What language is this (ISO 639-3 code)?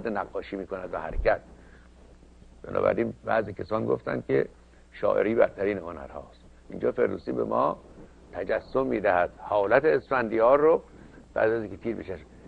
fas